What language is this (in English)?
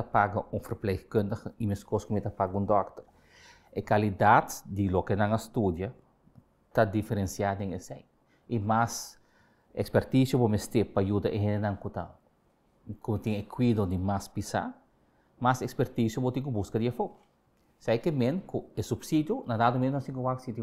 Papiamento